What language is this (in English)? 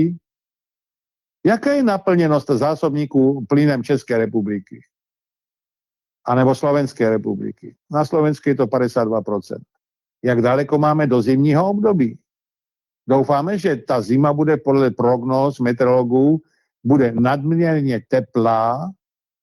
Czech